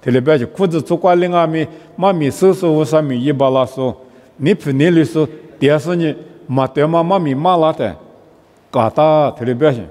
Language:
Lisu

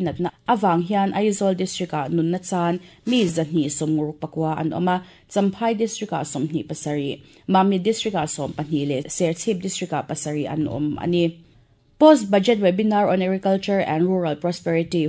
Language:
Mizo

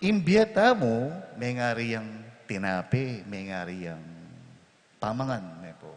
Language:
Pampanga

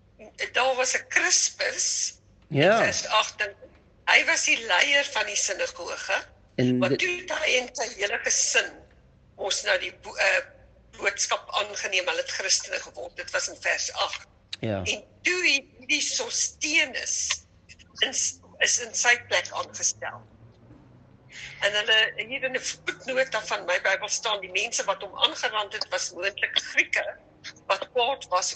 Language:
Afrikaans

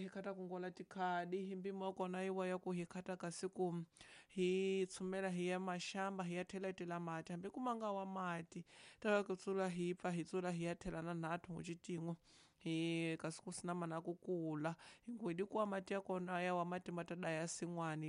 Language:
Tsonga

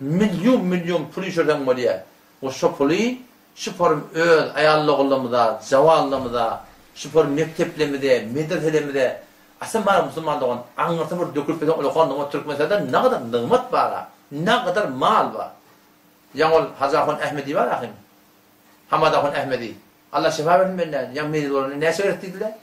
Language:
Turkmen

